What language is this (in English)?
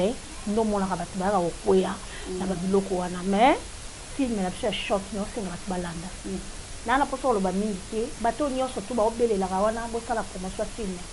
Lingala